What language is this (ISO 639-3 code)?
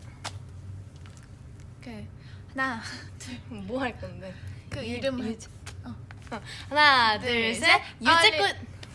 kor